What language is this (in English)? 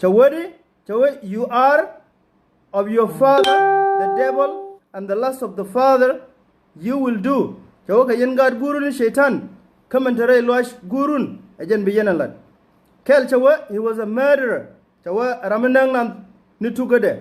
Nuer